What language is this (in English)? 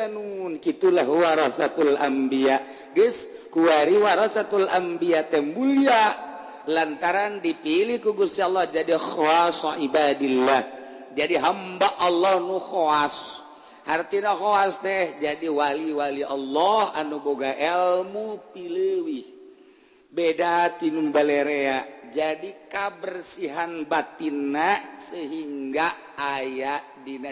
Sundanese